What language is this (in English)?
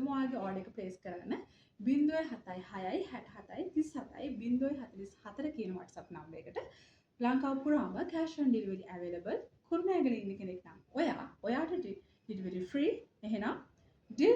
Sinhala